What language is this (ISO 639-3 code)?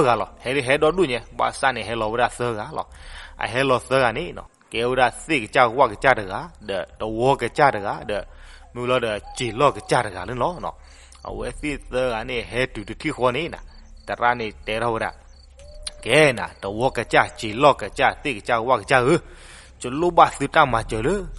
ksw